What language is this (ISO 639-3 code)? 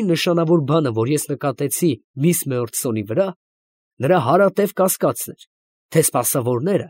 hye